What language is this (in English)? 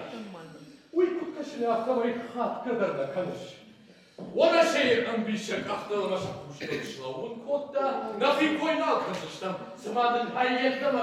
Ossetic